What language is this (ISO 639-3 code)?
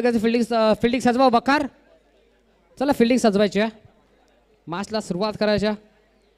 mar